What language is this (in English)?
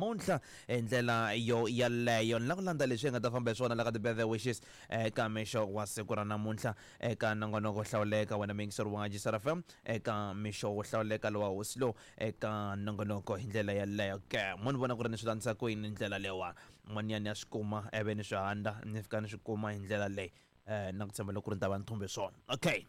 Tsonga